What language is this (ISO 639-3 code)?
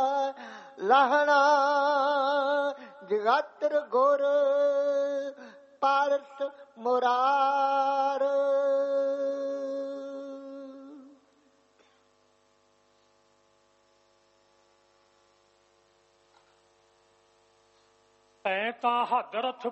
pan